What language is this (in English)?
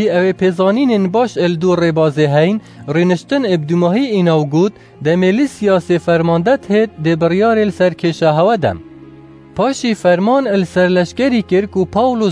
Kurdish